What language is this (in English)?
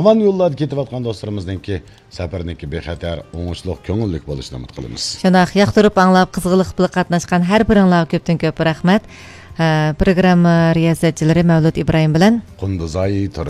Uyghur